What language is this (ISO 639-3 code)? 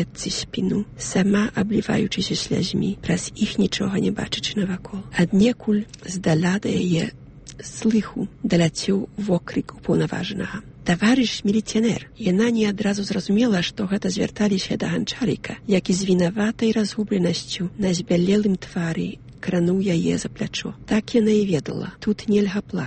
bel